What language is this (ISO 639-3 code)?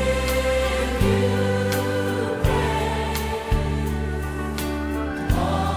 est